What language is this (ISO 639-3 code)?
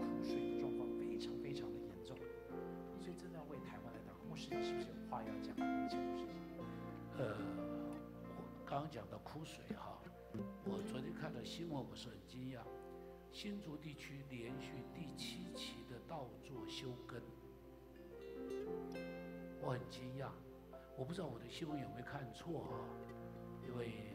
zho